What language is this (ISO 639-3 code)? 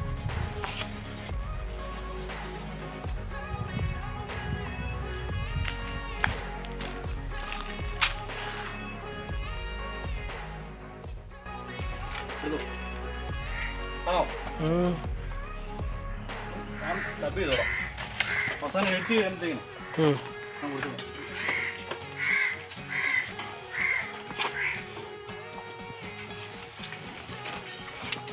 mal